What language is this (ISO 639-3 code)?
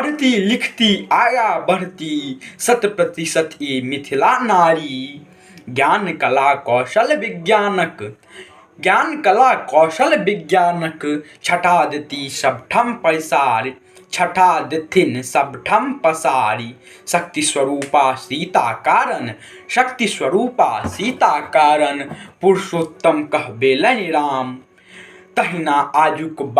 mai